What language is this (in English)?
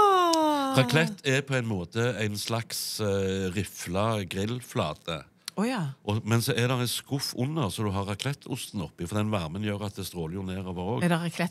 Norwegian